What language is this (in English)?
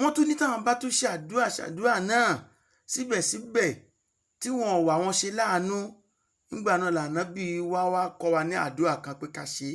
Yoruba